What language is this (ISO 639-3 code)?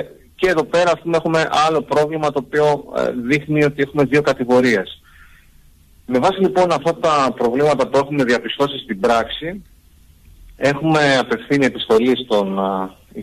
ell